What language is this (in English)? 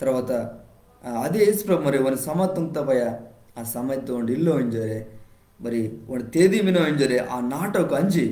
Koya